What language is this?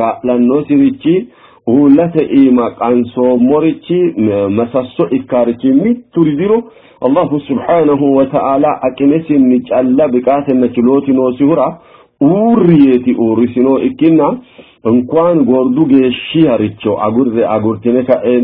Sidamo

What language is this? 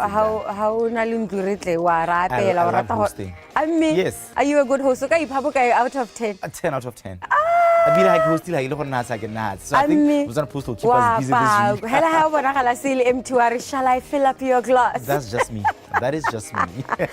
Tswana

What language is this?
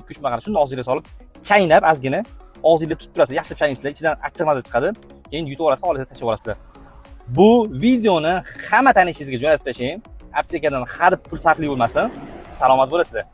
Uzbek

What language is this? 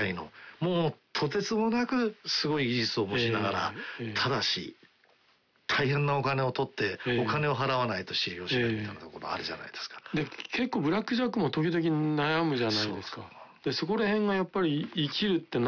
Japanese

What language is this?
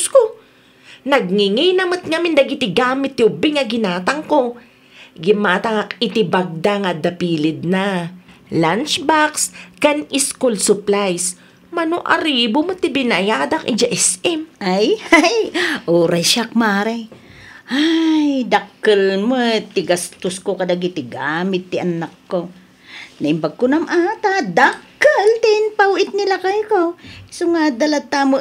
Iloko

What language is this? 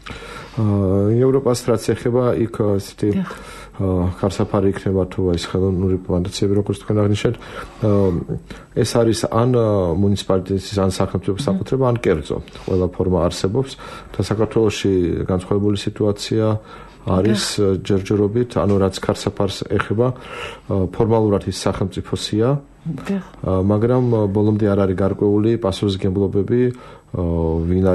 Georgian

